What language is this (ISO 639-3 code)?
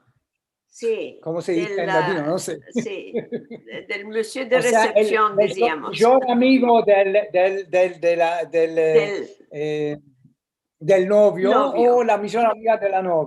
lad